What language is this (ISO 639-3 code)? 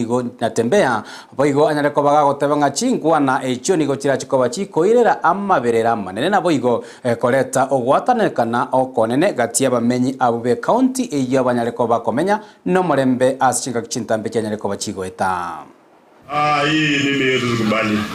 guz